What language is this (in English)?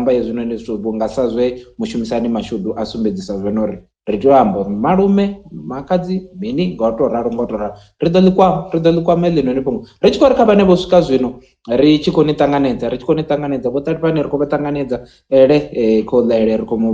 Venda